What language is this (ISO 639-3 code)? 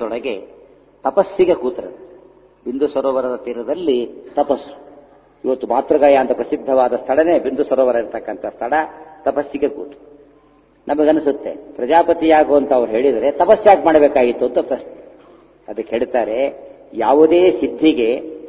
kan